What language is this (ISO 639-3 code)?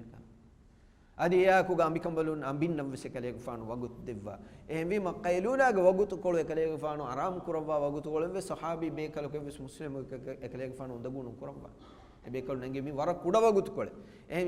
div